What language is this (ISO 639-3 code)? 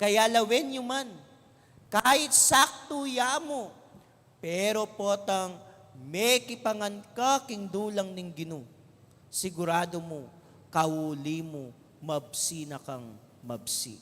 pam